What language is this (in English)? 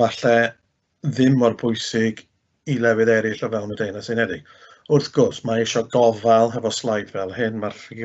Welsh